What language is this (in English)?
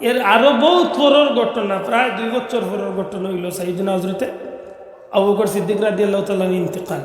Sylheti